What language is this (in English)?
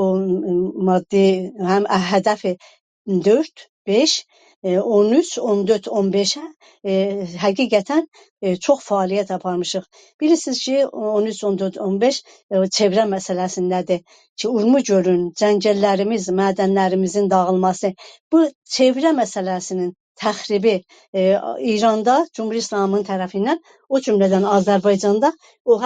South Azerbaijani